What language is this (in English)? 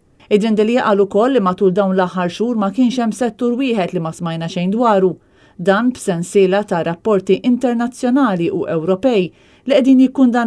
Maltese